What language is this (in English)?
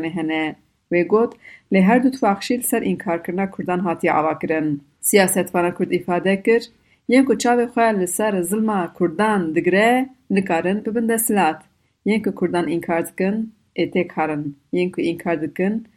Kurdish